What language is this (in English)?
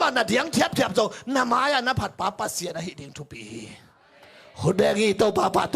Tedim Chin